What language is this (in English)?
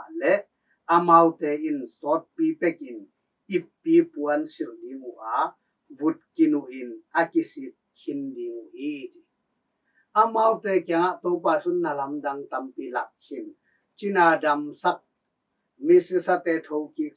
Tedim Chin